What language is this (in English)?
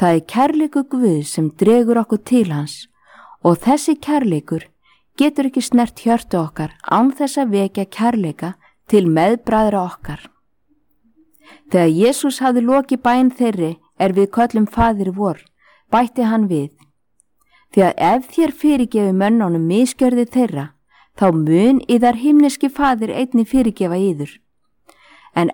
Icelandic